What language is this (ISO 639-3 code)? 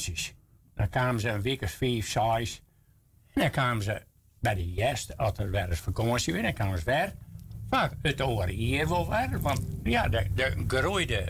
fry